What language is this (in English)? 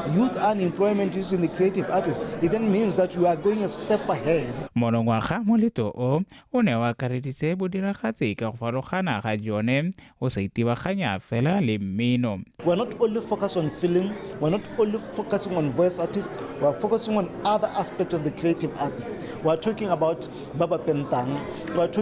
Tswana